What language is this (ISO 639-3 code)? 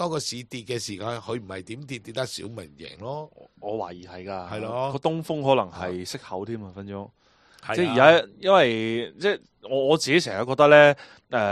yue